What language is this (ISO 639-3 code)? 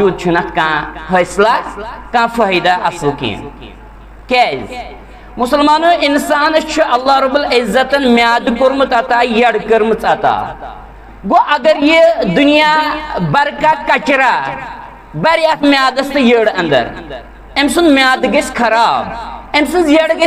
kas